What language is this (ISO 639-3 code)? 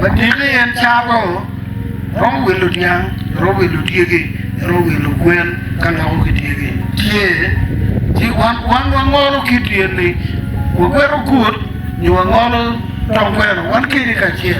ach